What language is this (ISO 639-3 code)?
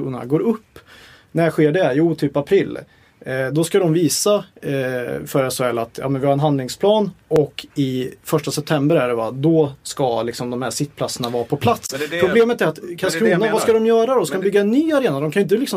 swe